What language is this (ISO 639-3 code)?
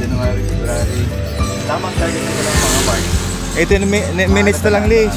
bik